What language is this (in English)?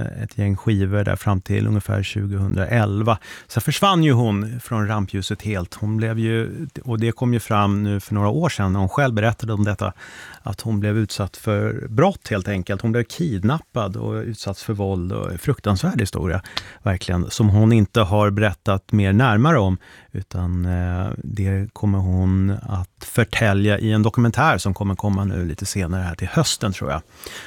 Swedish